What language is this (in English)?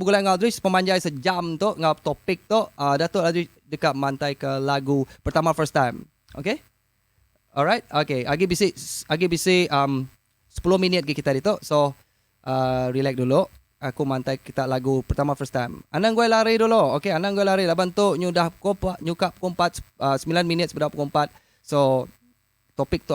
Iban